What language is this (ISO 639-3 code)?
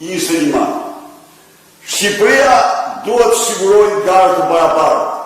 sqi